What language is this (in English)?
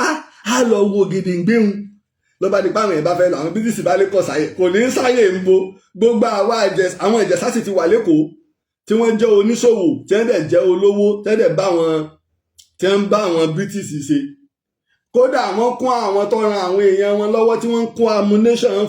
Yoruba